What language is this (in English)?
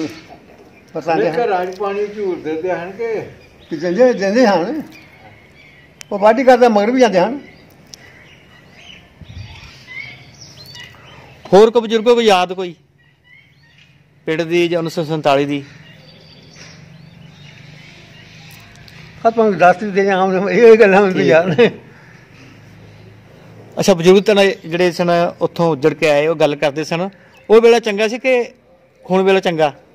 Punjabi